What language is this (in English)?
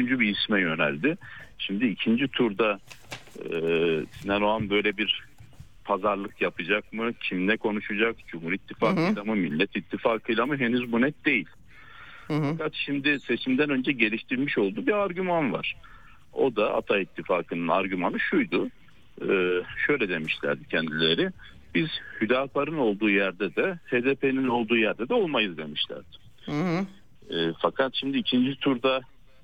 Turkish